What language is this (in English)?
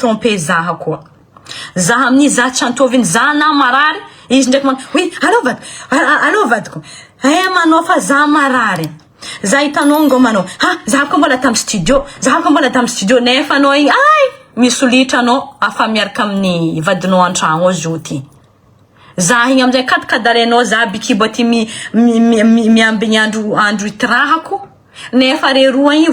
Malagasy